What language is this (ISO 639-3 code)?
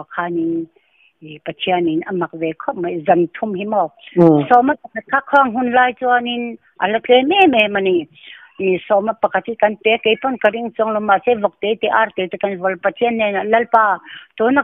lus